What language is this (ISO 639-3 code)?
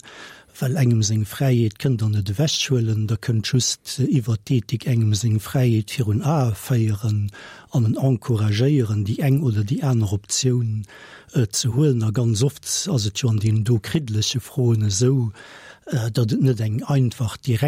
ltz